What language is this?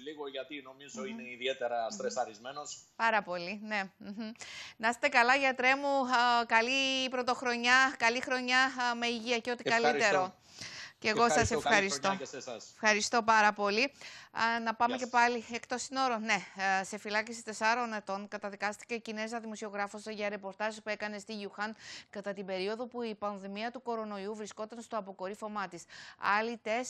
Greek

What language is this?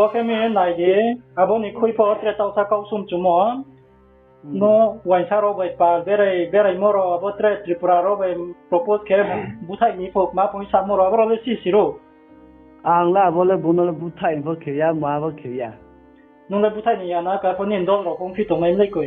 Riang (India)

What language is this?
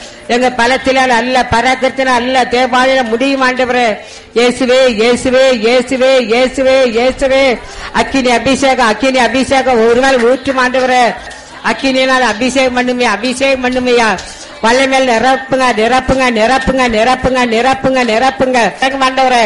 Tamil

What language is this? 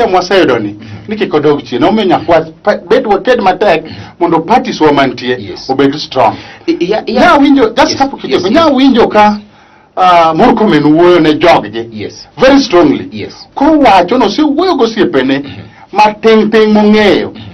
Luo (Kenya and Tanzania)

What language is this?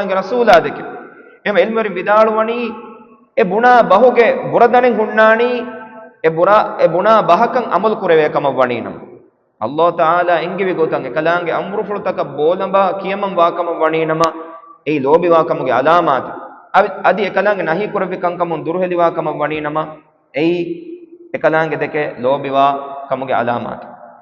Divehi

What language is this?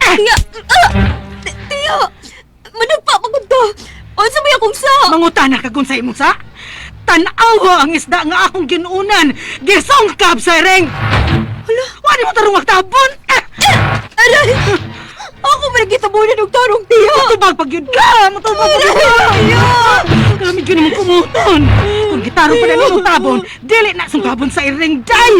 Cebuano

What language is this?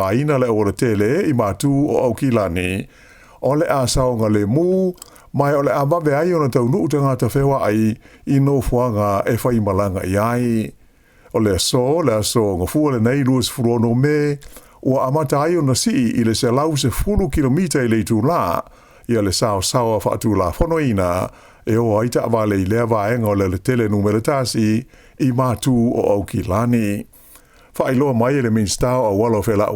Samoan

